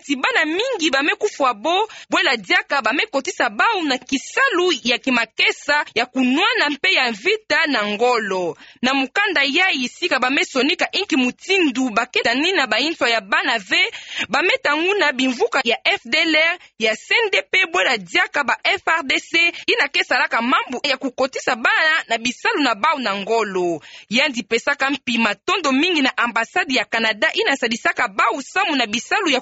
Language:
Kituba (Democratic Republic of Congo)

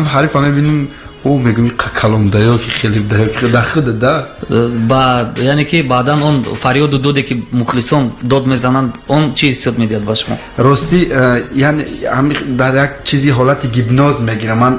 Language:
Tajik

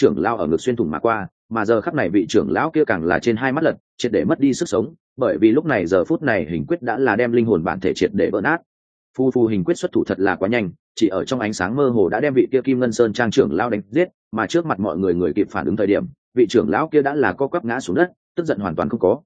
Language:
Vietnamese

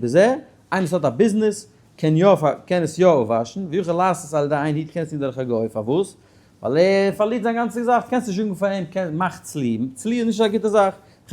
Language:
Yiddish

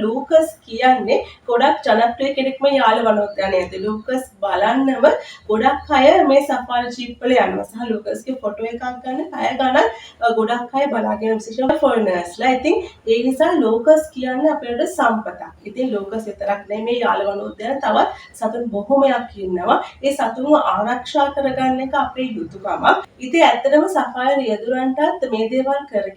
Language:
Sinhala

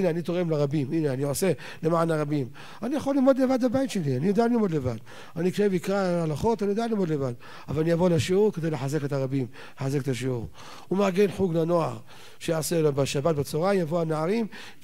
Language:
Hebrew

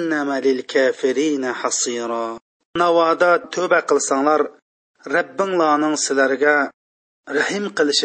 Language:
Uyghur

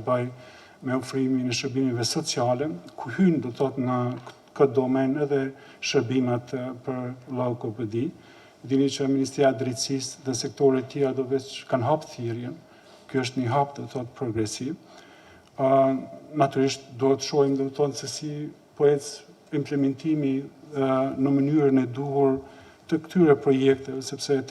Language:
Albanian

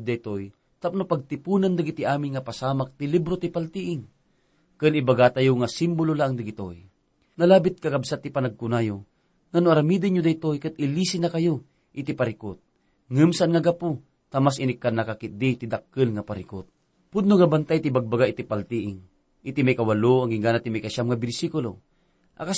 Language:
Iloko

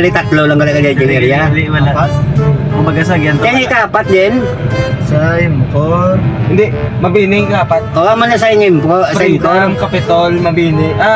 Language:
Hiligaynon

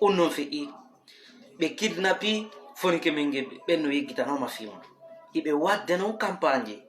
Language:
Fula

